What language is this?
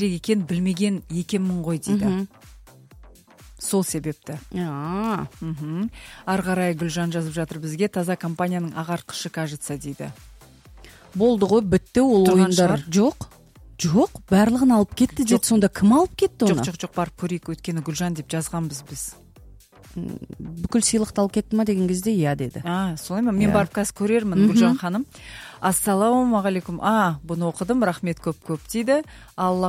Kazakh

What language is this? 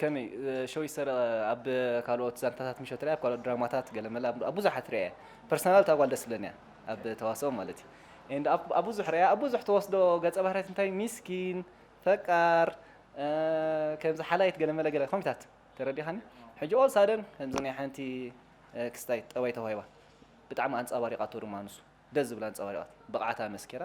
Tigrinya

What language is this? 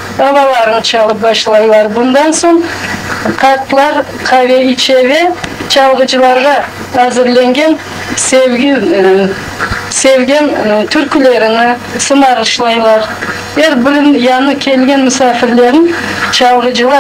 Crimean Tatar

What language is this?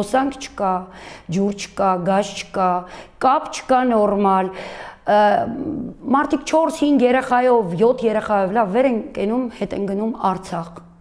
Armenian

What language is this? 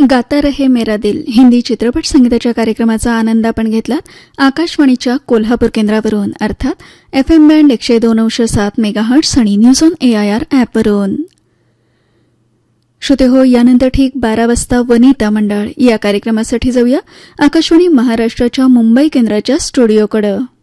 Marathi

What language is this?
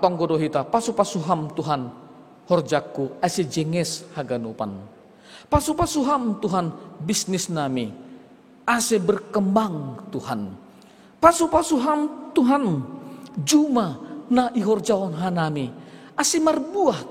Batak Simalungun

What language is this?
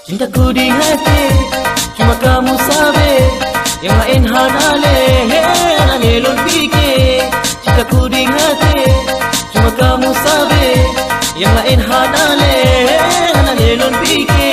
Achinese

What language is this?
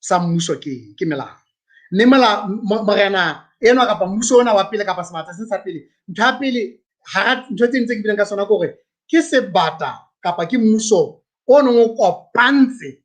Southern Sotho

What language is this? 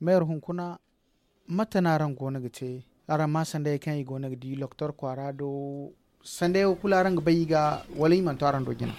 Zarma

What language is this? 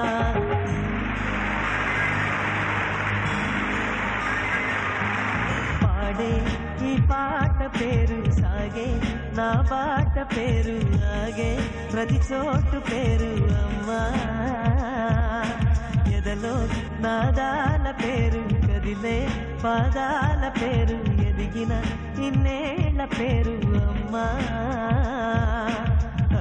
Telugu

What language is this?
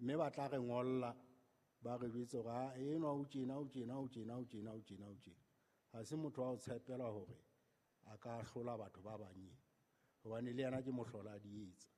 Southern Sotho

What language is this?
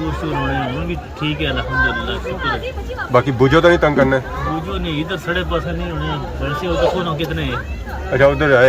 Pahari-Potwari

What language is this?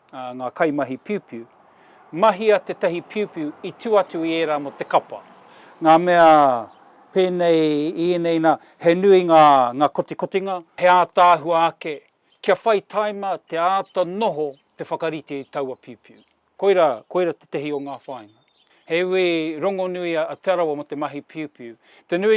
Māori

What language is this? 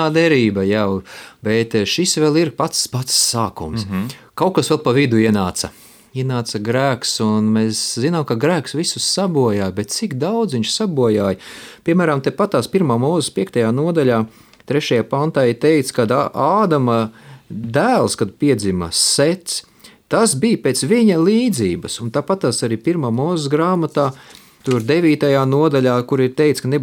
Latvian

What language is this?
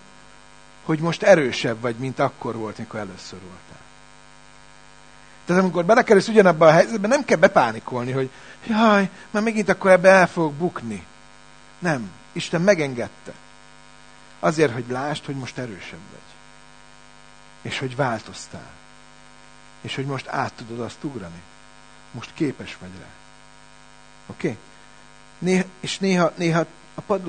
Hungarian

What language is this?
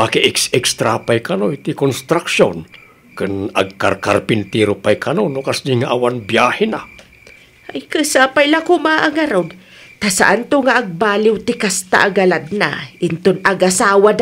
Iloko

